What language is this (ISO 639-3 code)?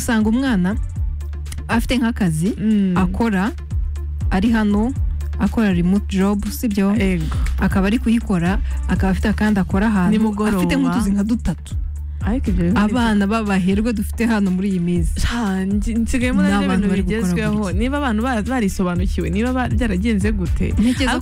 kin